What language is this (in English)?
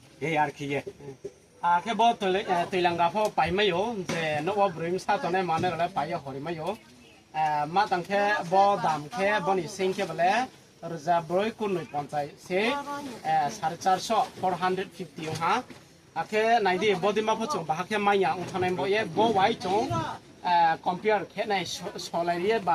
Riang (India)